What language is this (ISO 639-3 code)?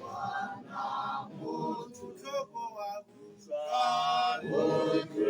tsn